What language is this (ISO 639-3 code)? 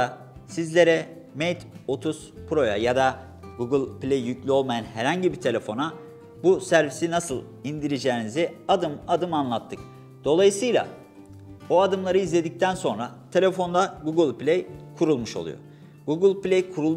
tur